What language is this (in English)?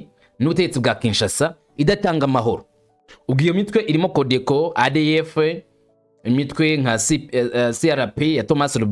Kinyarwanda